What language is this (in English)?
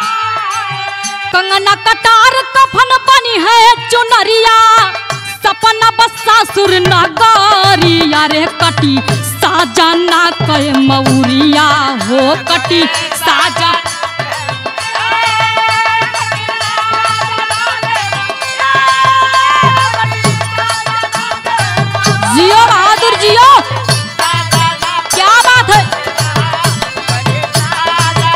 Bhojpuri